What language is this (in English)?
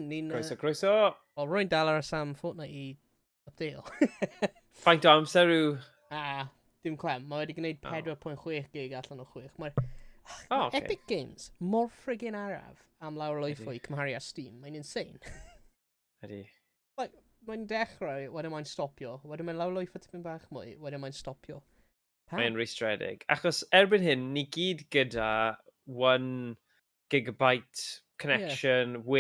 Welsh